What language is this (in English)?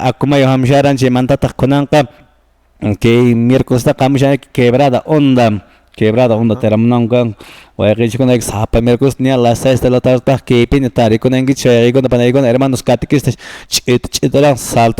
Quechua